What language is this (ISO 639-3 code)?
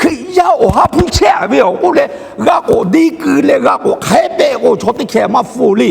lhu